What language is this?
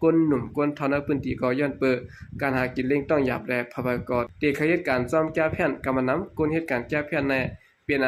Shan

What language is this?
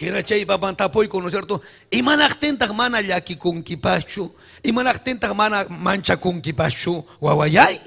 Ayacucho Quechua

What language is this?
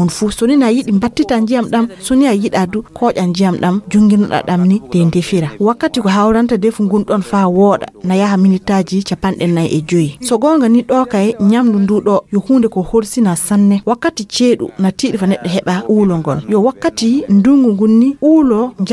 Fula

